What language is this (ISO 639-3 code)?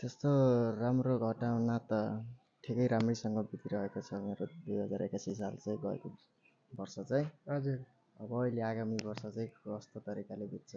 nep